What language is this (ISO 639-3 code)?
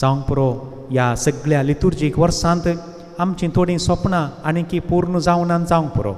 kok